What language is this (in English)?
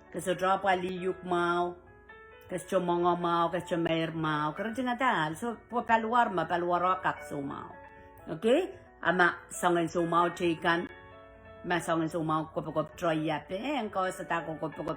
Pohnpeian